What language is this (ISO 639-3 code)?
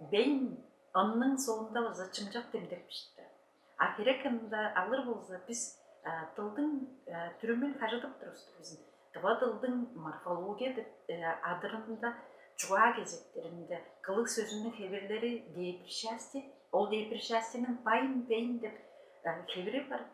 tyv